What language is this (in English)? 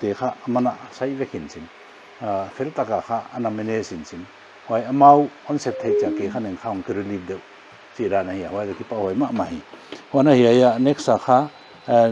Paite Chin